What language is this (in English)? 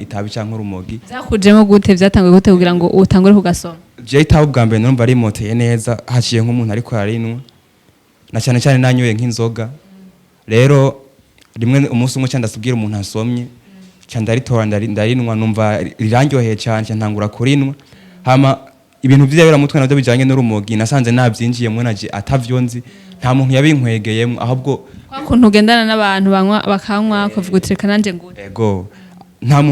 Rundi